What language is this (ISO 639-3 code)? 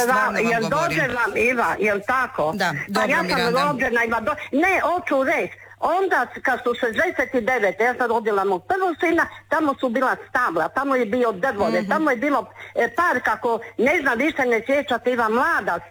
hrv